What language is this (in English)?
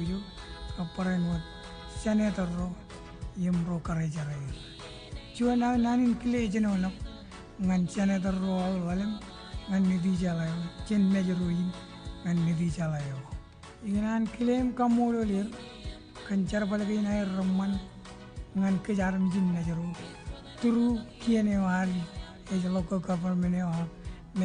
Marshallese